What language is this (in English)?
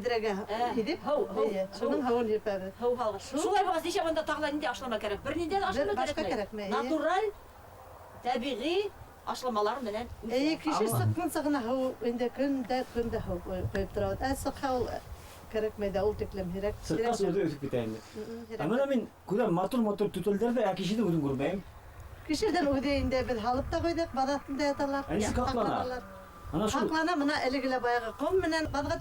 Bashkir